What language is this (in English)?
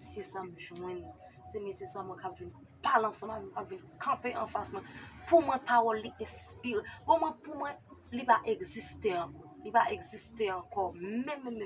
Haitian Creole